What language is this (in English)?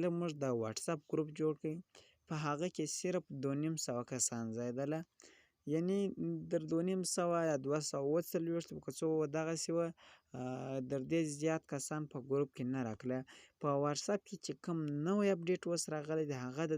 Pashto